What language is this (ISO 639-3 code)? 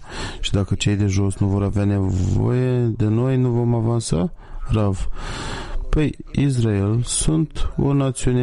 ron